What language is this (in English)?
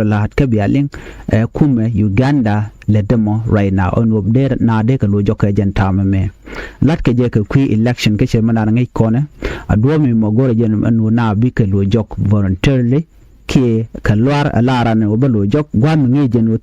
Nuer